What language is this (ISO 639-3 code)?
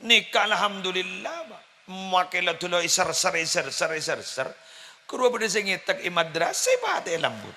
mad